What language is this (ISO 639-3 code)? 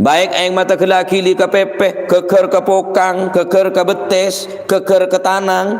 mad